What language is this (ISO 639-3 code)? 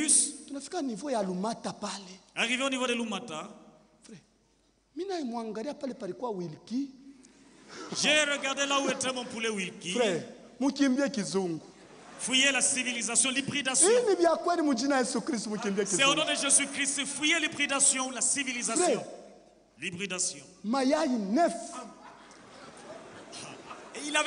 swa